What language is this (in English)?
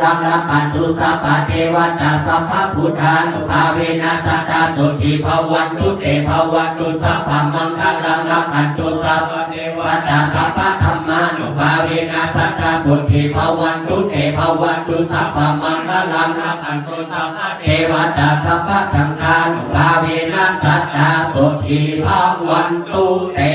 Pali